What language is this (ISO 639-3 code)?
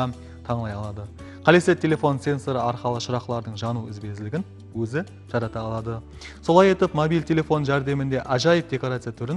kaa